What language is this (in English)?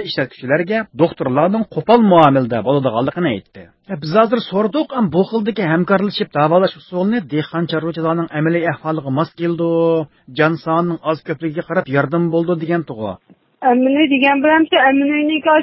Uyghur